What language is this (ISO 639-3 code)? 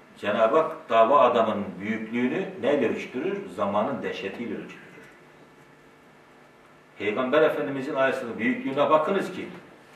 tur